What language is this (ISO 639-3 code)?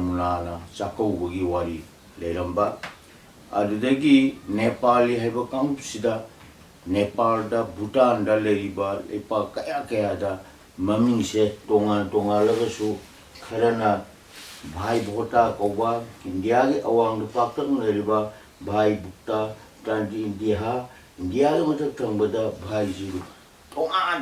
mni